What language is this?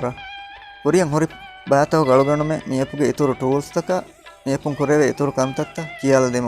Divehi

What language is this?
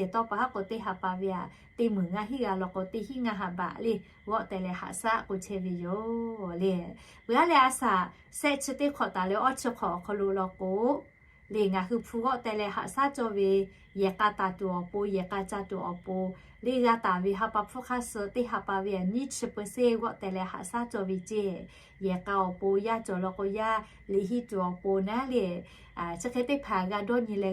Lahu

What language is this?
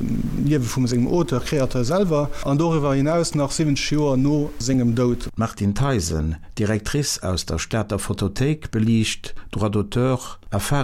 Luxembourgish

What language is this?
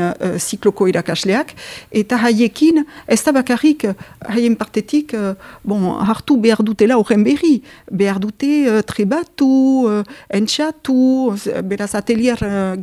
Basque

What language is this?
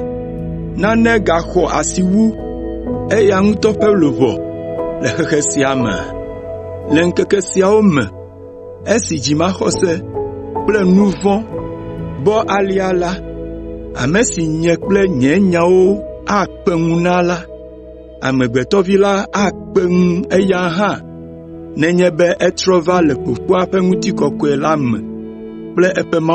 Ewe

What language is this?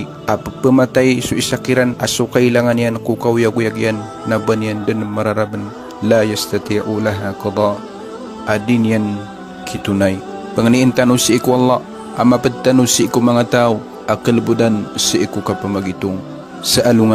Maranao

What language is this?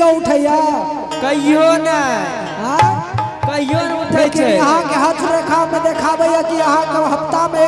Angika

